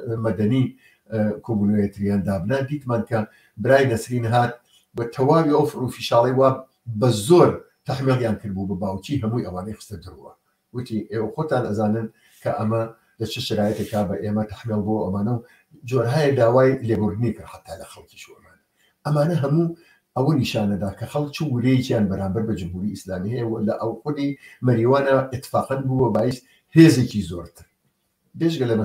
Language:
Central Kurdish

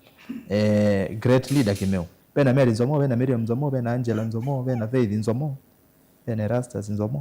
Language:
Kamba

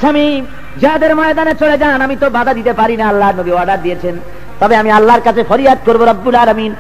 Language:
Bangla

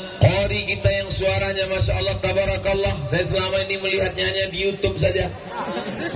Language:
Indonesian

